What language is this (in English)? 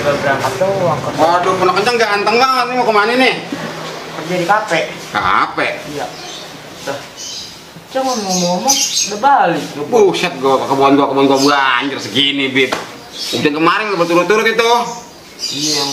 Betawi